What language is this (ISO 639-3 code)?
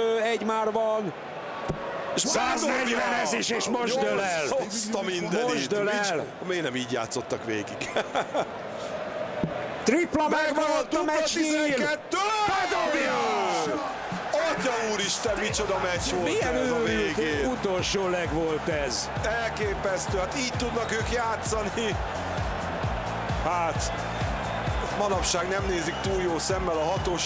hun